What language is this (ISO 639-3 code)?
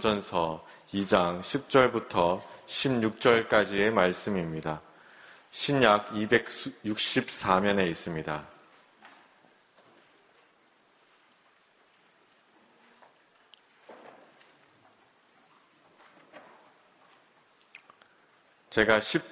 kor